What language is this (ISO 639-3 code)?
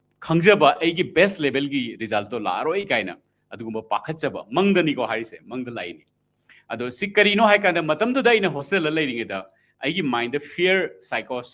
mni